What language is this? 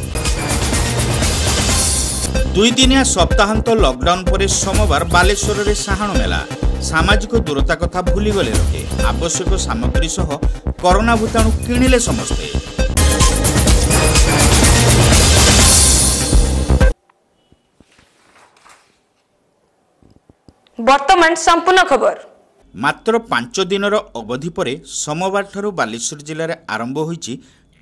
Odia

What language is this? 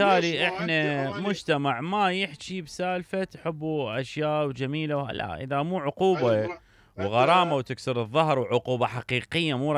Mesopotamian Arabic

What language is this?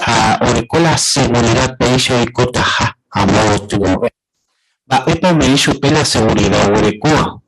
Guarani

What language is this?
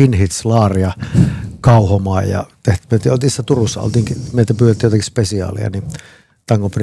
Finnish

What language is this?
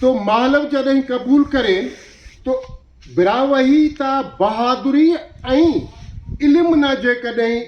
Brahui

